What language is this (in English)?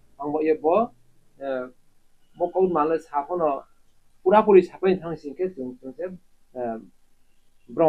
Riang (India)